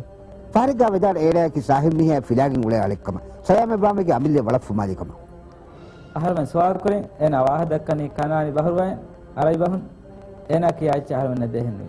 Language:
Divehi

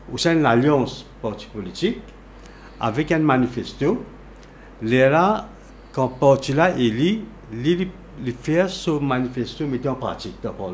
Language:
Morisyen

